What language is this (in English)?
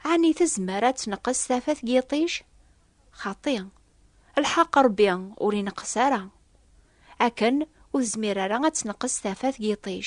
Kabyle